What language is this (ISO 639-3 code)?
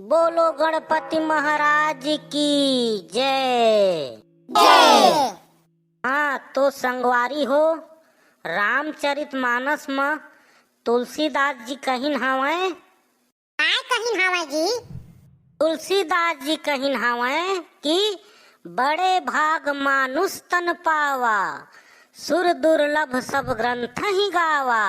hne